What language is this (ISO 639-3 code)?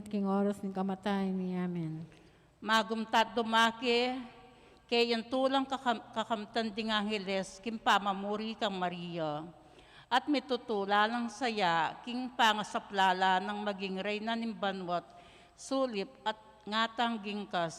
pam